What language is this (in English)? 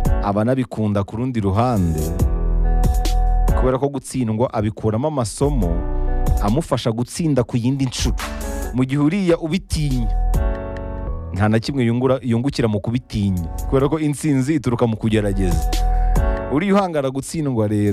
Kinyarwanda